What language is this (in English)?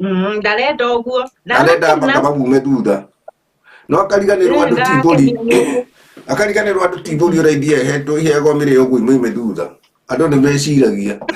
Kikuyu